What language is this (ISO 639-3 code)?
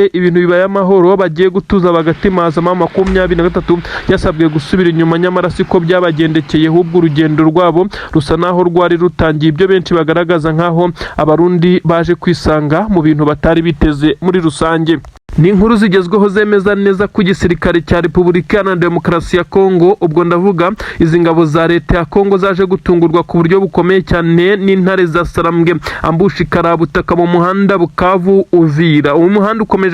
kin